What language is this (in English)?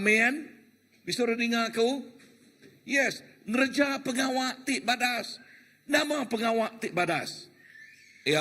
Iban